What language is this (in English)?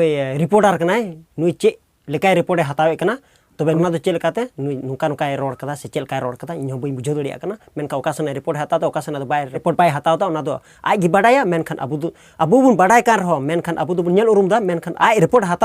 Santali